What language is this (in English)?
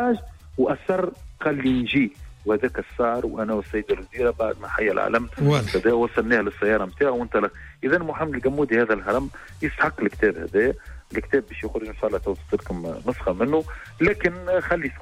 Tunisian Arabic